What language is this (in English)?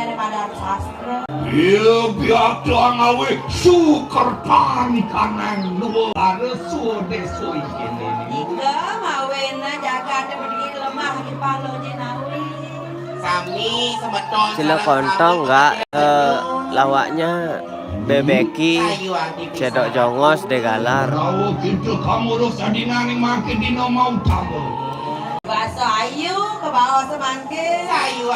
Balinese